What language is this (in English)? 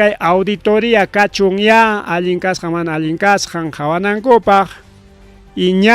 Ayacucho Quechua